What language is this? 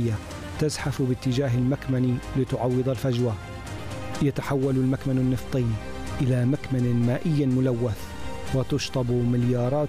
Arabic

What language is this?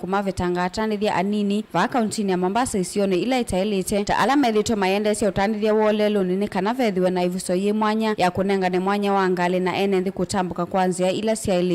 Kamba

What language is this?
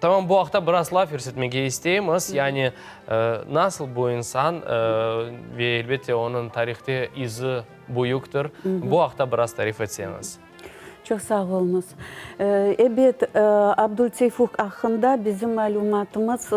Crimean Tatar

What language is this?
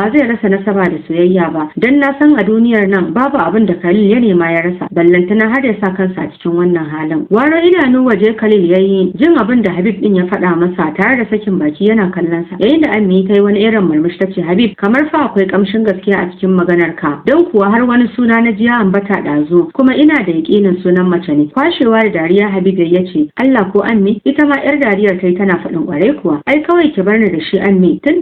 Hausa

